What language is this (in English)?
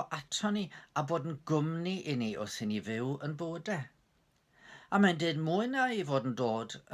Welsh